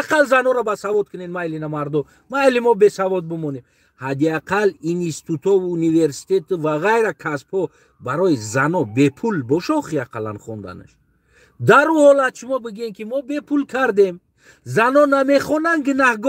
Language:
Tajik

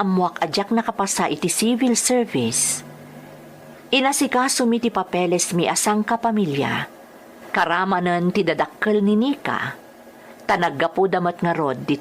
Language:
Iloko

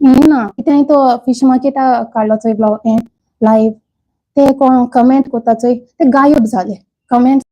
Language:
Konkani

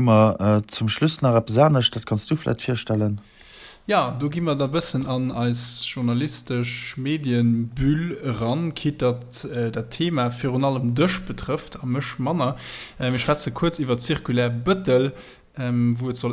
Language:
Luxembourgish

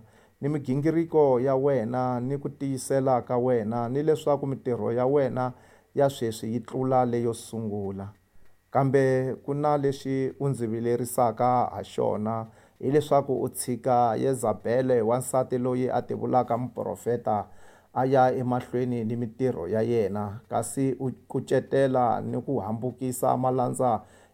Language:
Tsonga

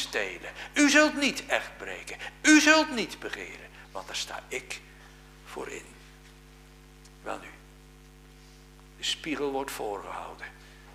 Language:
Dutch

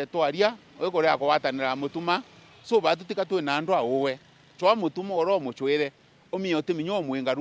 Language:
Meru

